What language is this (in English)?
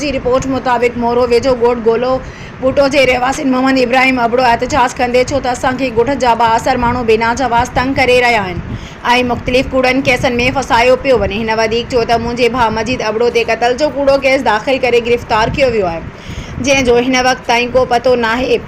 Sindhi